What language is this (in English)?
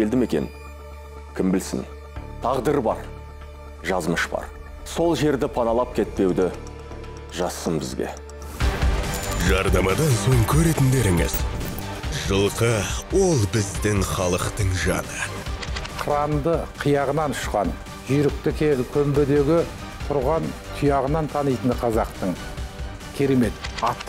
Kazakh